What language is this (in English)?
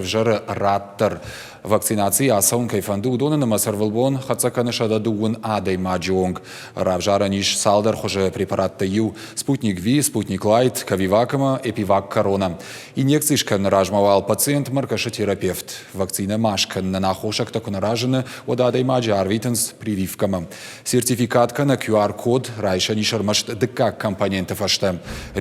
Ossetic